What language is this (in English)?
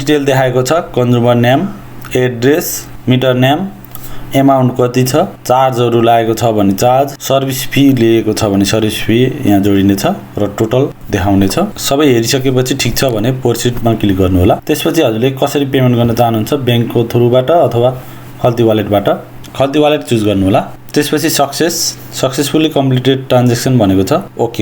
Nepali